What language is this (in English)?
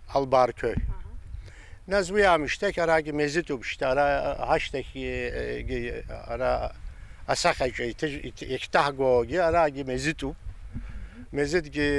Abkhazian